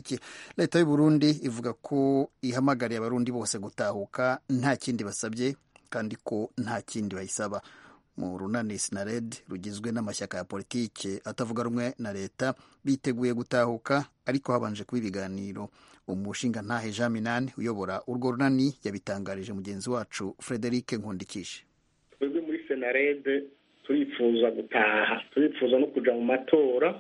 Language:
Kinyarwanda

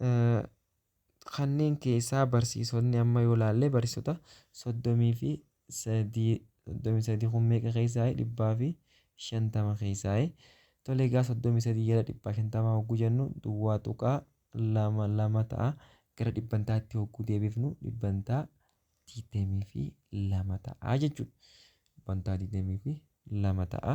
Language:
Oromo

